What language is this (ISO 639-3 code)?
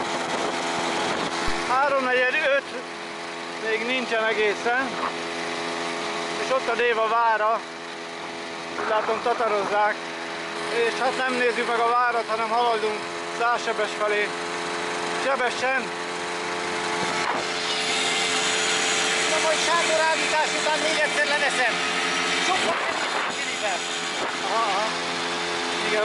hun